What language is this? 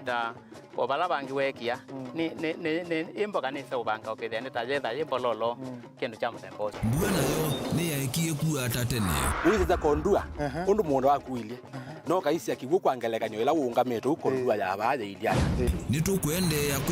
Kamba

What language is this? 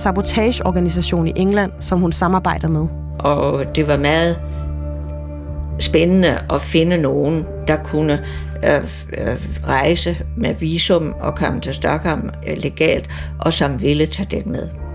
Danish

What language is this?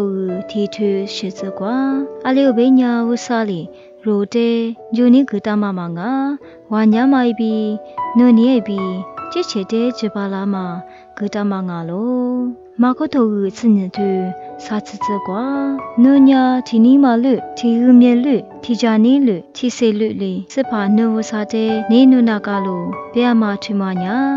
Lisu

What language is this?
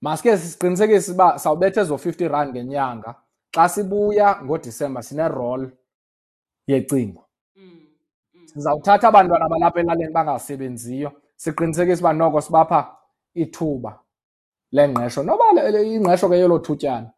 Xhosa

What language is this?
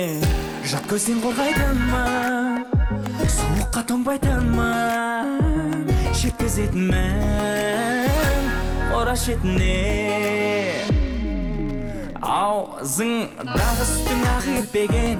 Kazakh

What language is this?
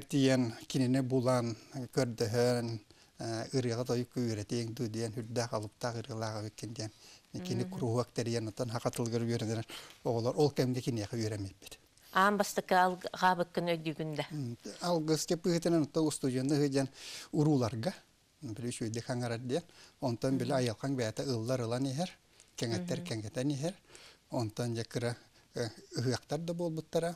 Yakut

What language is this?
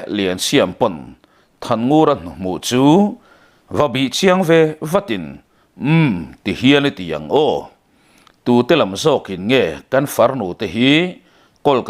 Mizo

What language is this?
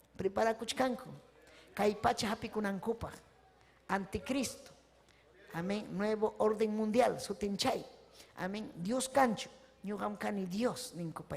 Ayacucho Quechua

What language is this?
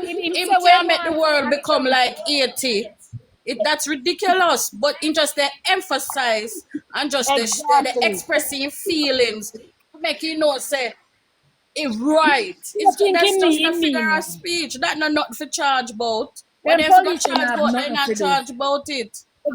Jamaican Creole English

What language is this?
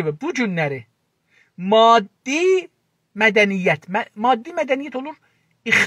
South Azerbaijani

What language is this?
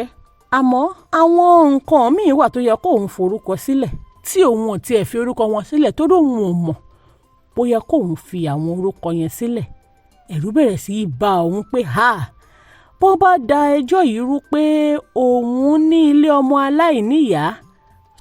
Yoruba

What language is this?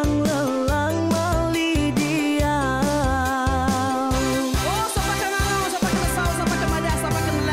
Iban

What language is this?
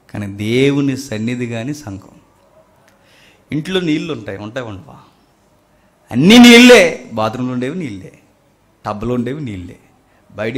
Telugu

